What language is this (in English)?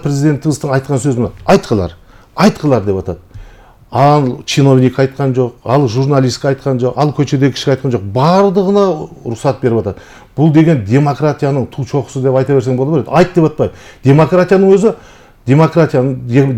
Kyrgyz